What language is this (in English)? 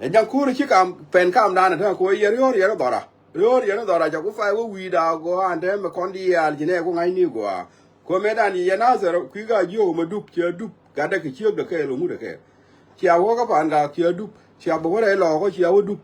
Nuer